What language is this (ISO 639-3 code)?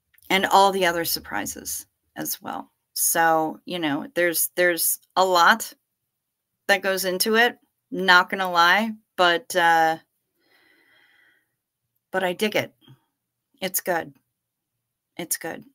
eng